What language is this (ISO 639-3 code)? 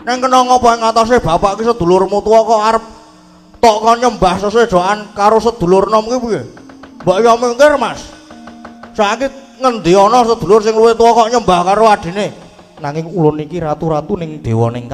jav